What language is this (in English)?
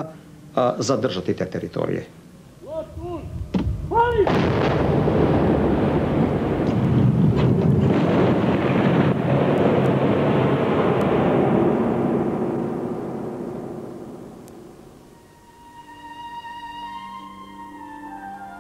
Croatian